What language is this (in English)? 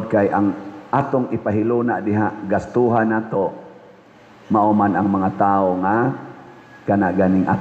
Cebuano